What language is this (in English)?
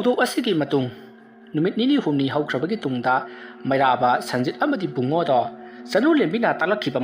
Manipuri